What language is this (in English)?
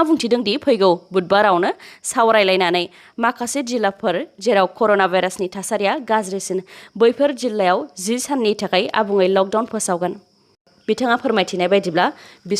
Bodo